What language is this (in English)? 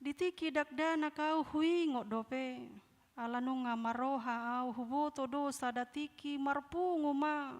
Batak Toba